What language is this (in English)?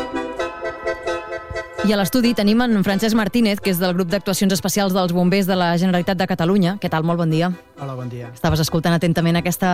Catalan